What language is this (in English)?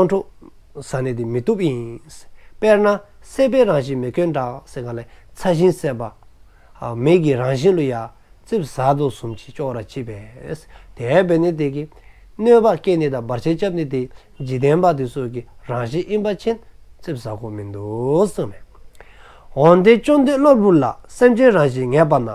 Dzongkha